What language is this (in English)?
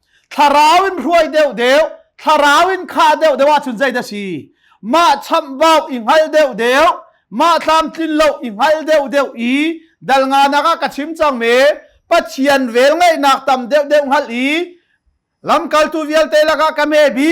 Hakha Chin